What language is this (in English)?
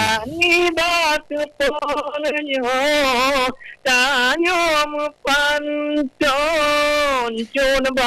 Achinese